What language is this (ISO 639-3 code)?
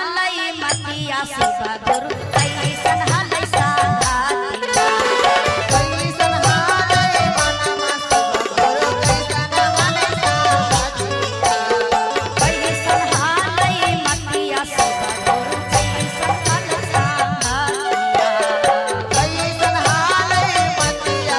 mag